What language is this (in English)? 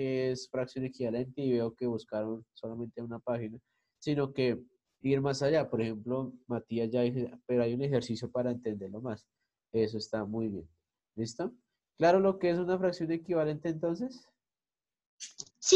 Spanish